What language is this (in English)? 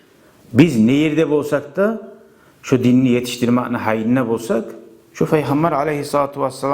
Kumyk